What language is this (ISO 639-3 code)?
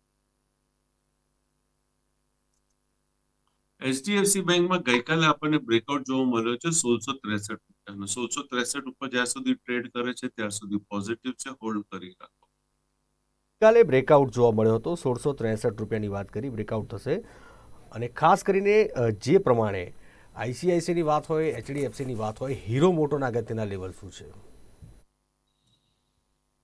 guj